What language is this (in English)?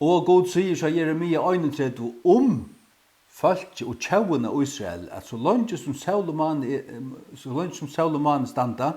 Faroese